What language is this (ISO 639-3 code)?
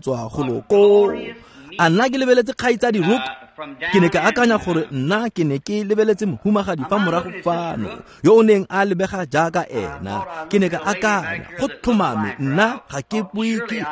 tsn